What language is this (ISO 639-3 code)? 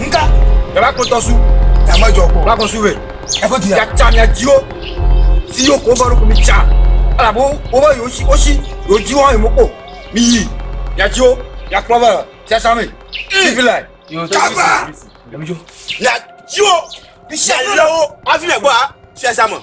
ewe